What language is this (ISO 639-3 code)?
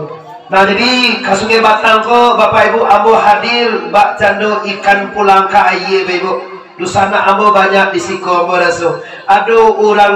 min